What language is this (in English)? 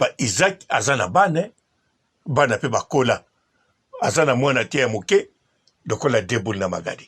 Lingala